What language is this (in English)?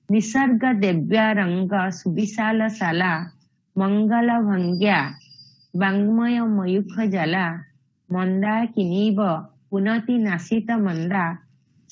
Sanskrit